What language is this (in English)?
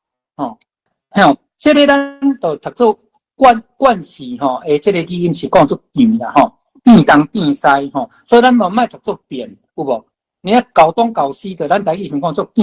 Min Nan Chinese